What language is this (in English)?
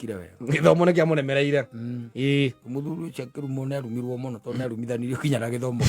Kikuyu